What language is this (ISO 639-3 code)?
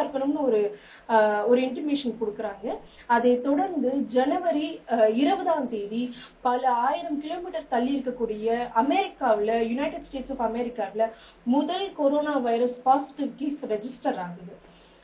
tam